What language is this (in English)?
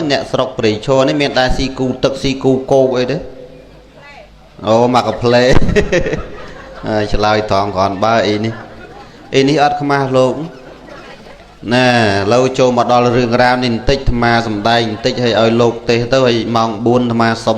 Khmer